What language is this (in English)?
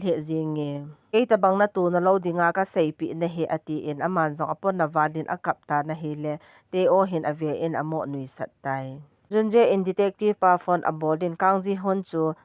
Thado Chin